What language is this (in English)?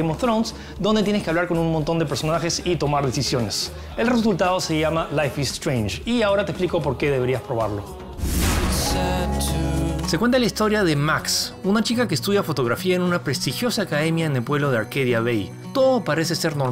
Spanish